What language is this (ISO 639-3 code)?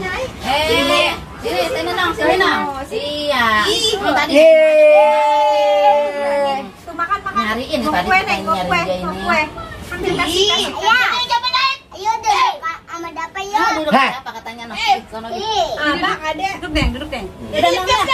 bew